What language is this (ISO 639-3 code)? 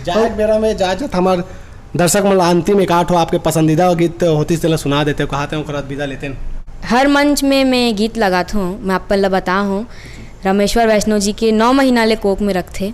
hne